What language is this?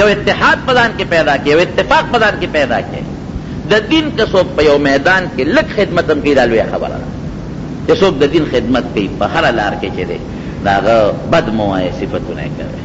Pashto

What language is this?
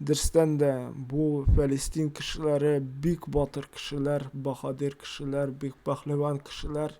Tatar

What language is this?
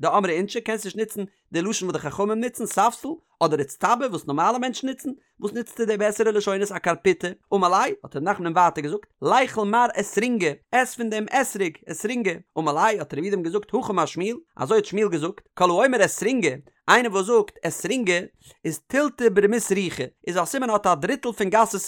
Yiddish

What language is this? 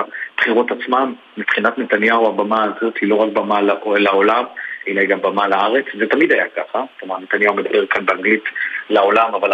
Hebrew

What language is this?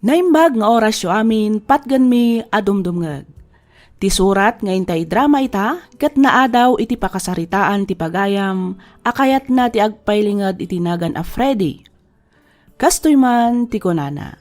Iloko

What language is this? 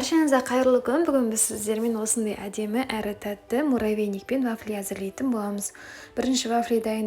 Kazakh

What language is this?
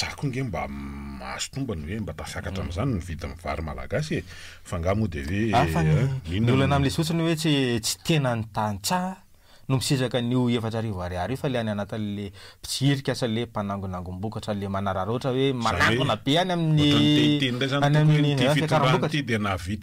Malagasy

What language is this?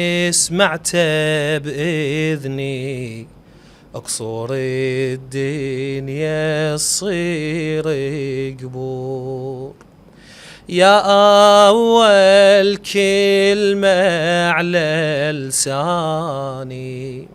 Mesopotamian Arabic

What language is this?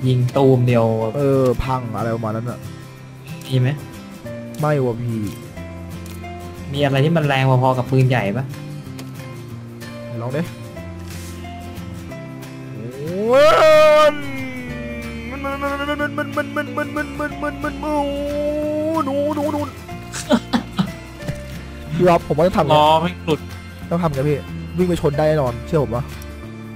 Thai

